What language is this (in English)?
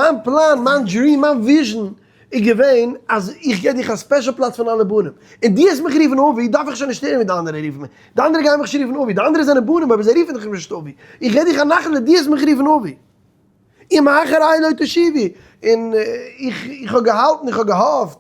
Yiddish